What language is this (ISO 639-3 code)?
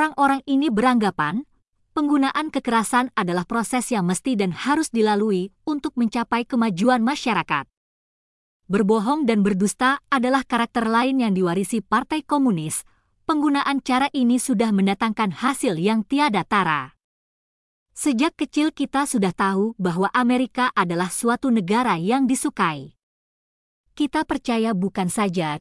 ind